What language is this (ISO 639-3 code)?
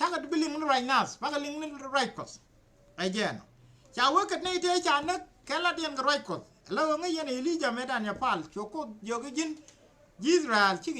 nus